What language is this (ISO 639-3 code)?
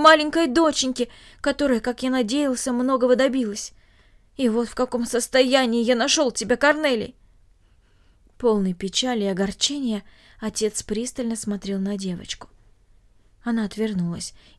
rus